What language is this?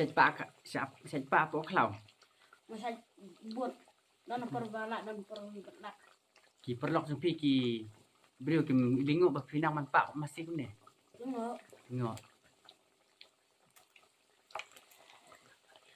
Khasi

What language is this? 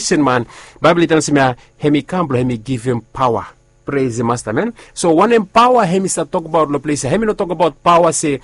Bislama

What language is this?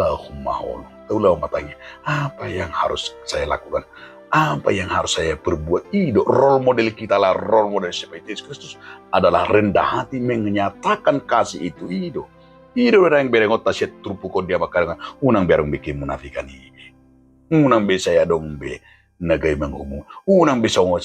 Batak Toba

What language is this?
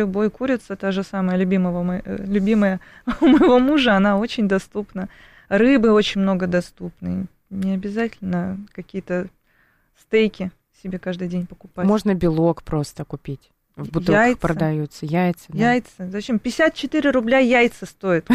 Russian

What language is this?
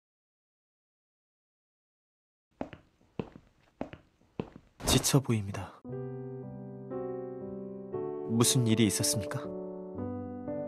Korean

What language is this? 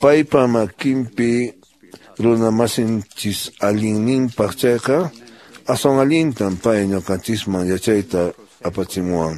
Quechua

